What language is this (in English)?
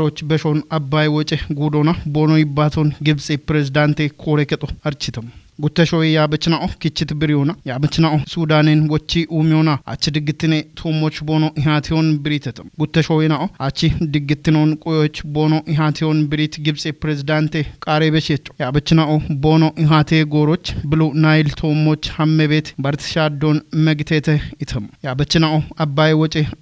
Kafa